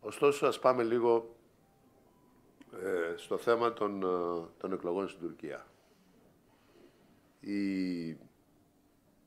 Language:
Greek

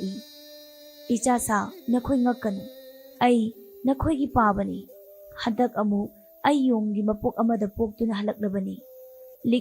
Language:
Manipuri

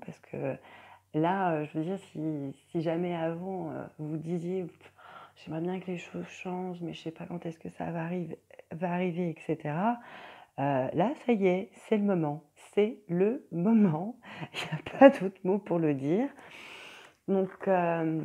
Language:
French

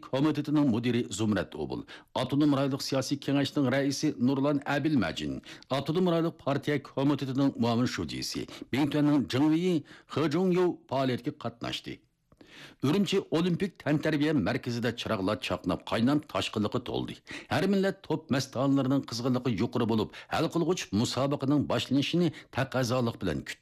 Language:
Uyghur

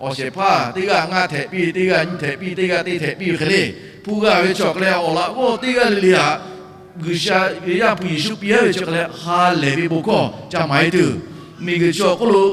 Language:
Lahu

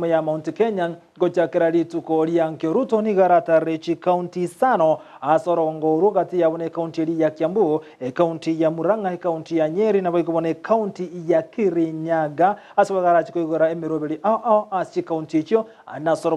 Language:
Gusii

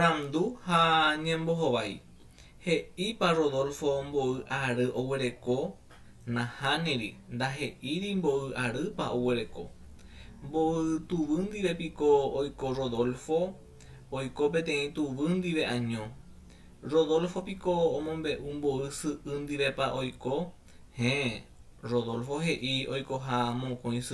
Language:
Guarani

